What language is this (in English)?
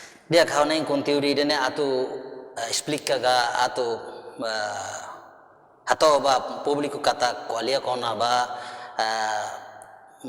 Tetum